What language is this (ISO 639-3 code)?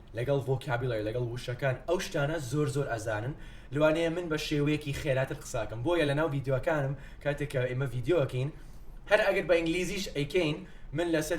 ckb